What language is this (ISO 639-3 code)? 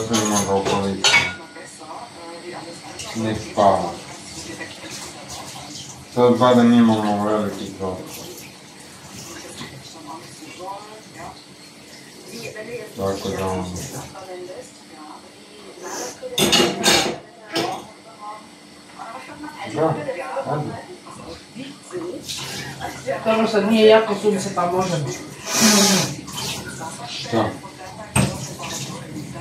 hrv